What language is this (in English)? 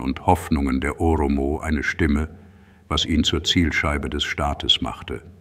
German